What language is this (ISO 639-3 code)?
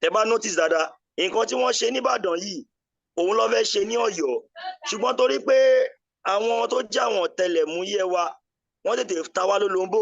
yor